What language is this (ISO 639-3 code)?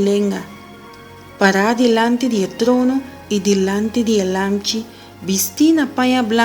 pap